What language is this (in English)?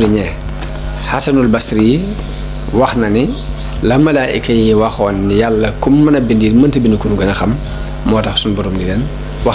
Wolof